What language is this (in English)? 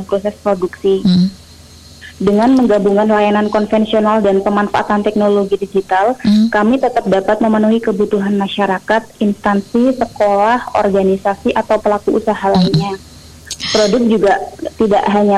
Indonesian